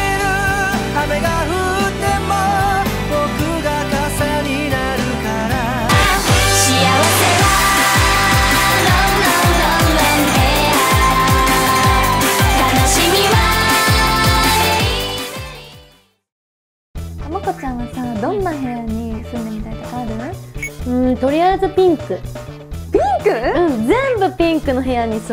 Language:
Japanese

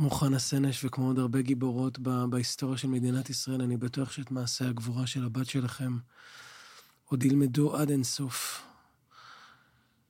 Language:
Hebrew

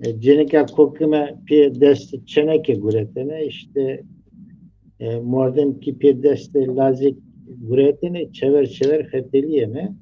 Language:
Zaza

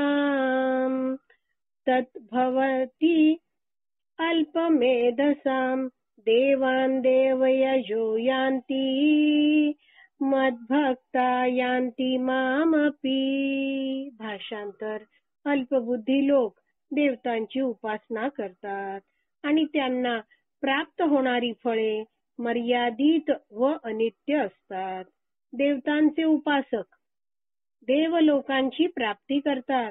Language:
Marathi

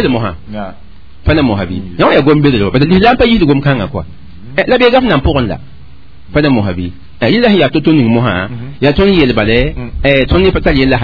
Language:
Mossi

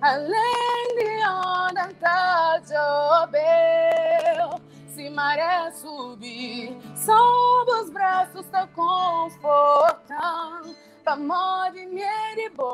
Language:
Kabuverdianu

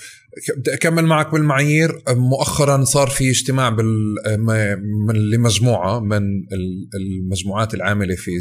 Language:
North Levantine Arabic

